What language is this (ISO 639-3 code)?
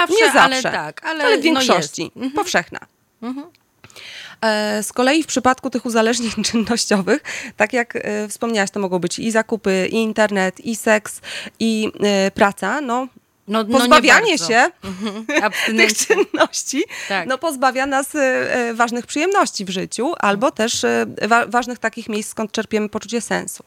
pol